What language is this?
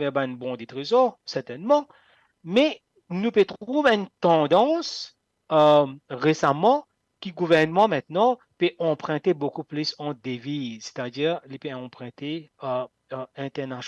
Morisyen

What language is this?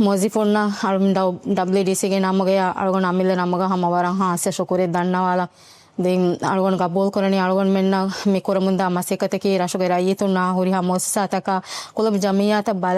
Divehi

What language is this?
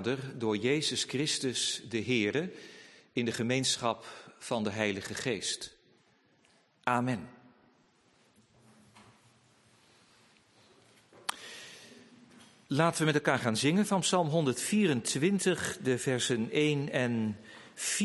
Dutch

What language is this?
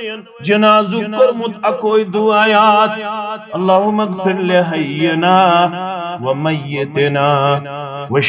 Kashmiri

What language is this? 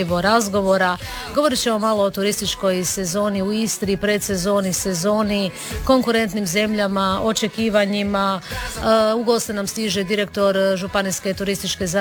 Croatian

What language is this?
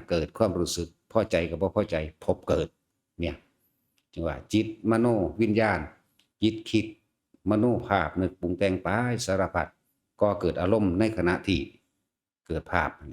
Northeastern Thai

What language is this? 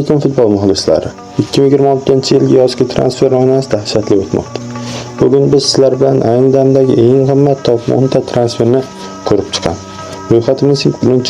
Uzbek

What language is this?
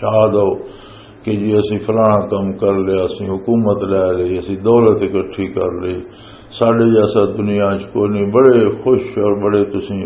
Western Panjabi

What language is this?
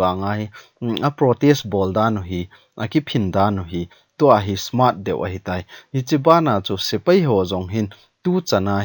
Thado Chin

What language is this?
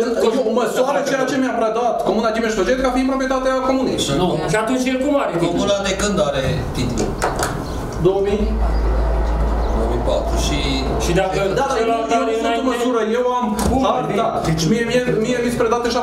Romanian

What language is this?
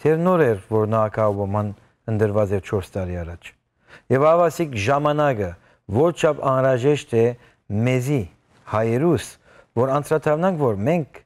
Western Armenian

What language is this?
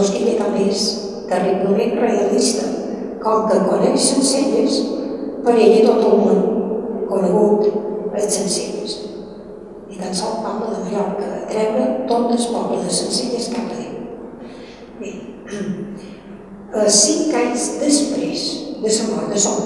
Catalan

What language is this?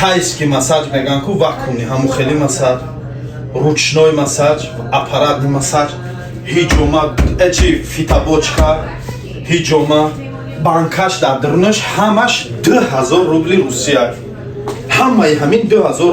Tajik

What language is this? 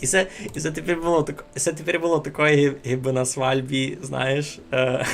Rusyn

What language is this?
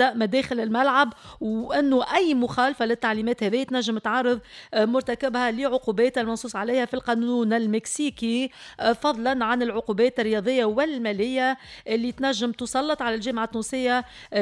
Tunisian Arabic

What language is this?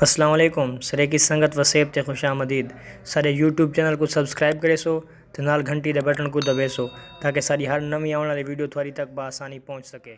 Saraiki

